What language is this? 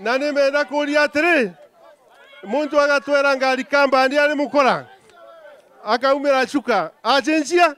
Meru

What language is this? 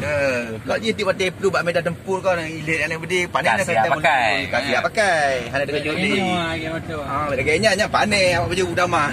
Achinese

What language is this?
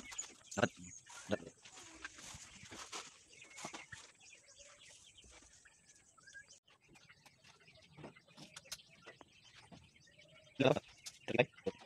Filipino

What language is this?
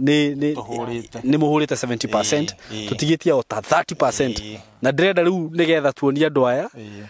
Kikuyu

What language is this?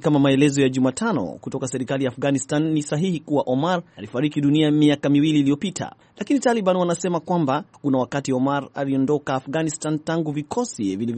Swahili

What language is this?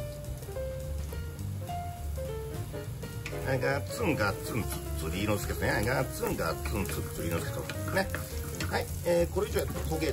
Japanese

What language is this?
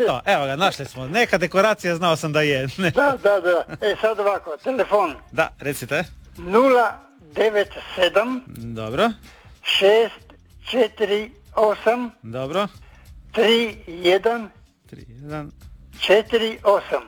Croatian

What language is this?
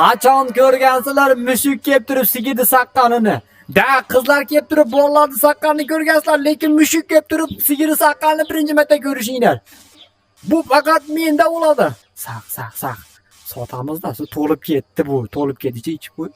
Uzbek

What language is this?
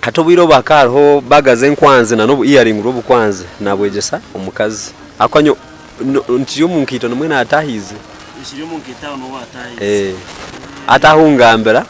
Nyankole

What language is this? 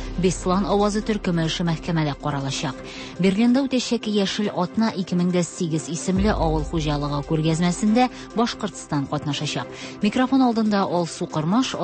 Tatar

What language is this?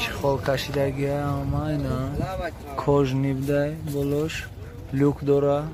Tajik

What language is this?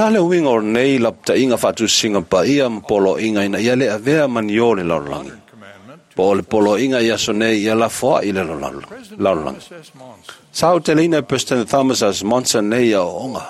Samoan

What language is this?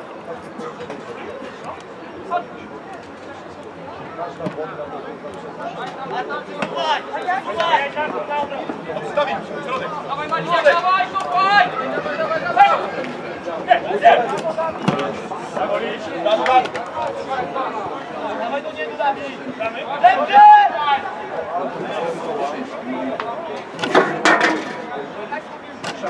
Polish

